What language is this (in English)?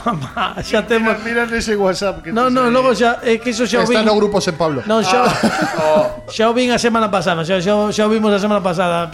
Galician